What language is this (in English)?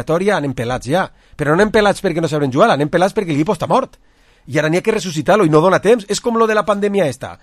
Catalan